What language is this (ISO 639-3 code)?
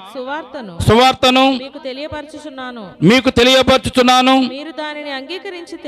tel